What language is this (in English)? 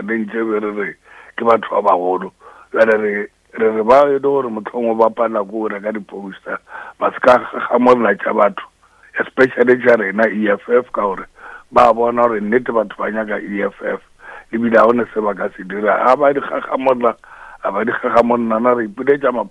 Northern Sotho